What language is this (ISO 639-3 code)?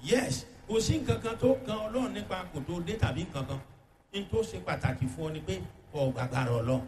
yor